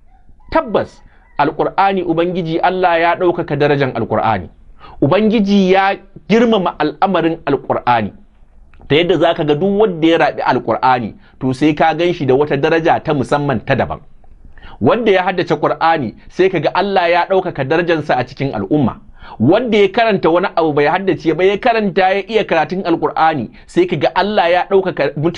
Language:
Hausa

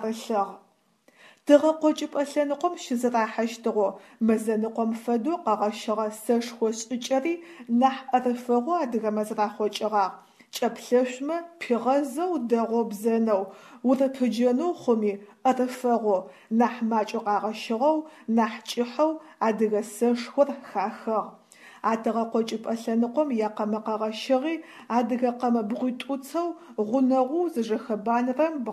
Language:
Adyghe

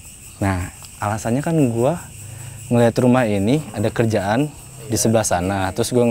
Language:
Indonesian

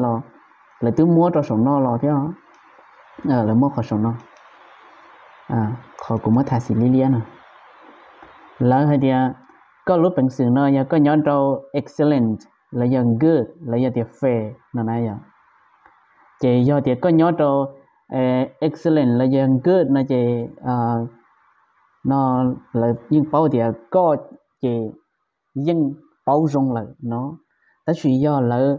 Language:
Vietnamese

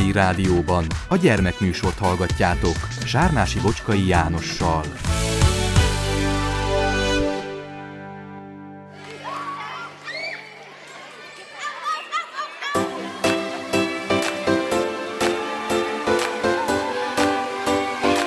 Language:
Hungarian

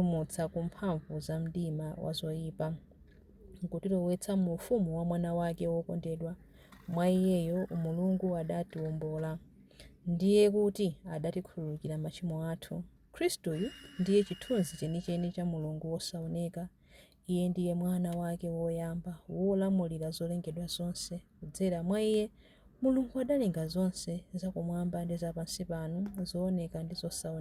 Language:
Nyanja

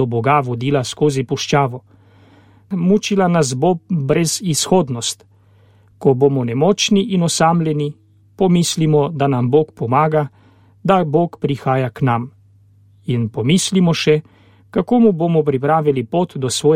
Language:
Slovenian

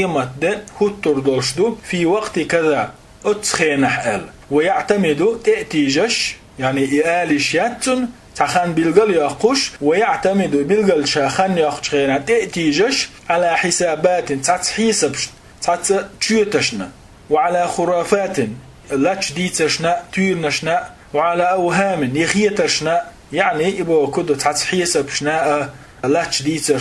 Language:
Chechen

